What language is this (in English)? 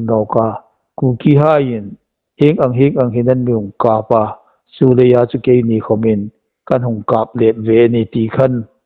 Hmar